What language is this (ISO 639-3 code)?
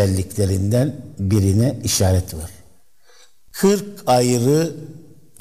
tur